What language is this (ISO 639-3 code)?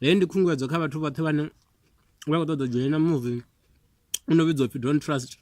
ven